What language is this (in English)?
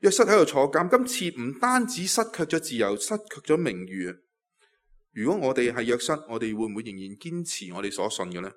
Cantonese